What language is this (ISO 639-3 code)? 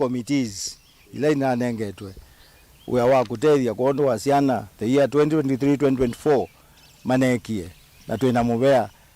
kam